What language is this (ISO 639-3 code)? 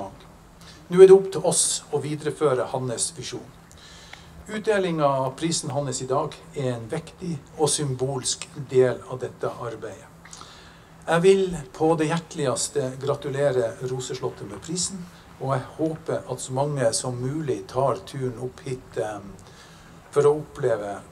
nor